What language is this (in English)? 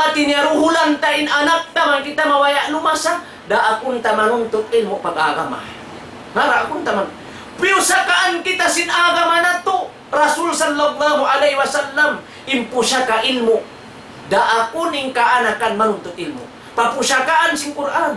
Tausug